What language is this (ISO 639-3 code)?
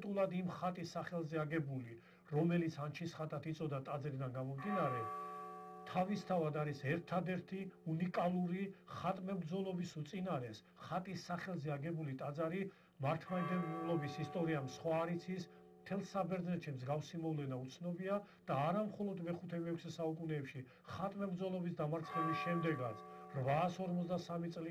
kat